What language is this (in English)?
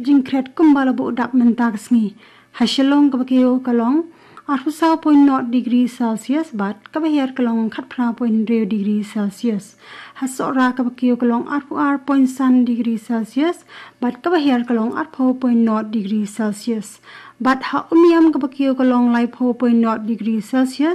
Khasi